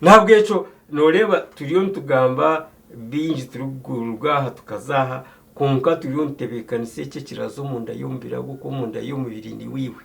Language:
Nyankole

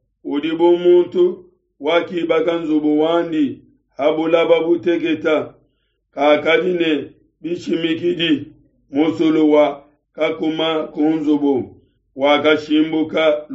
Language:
Luba-Lulua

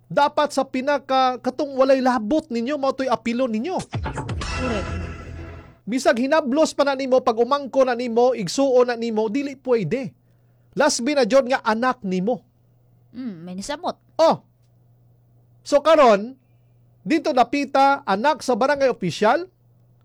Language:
Cebuano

